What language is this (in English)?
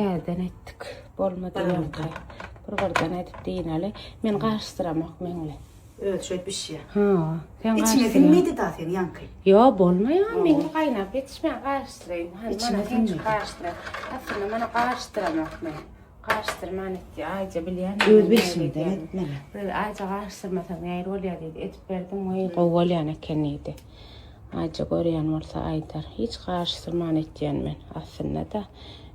Turkmen